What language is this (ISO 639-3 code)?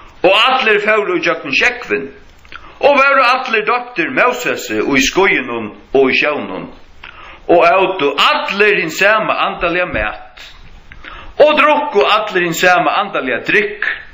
fao